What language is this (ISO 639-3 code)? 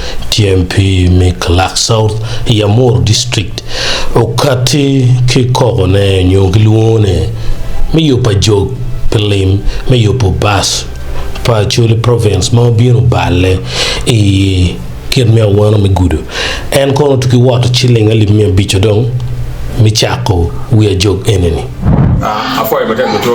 ach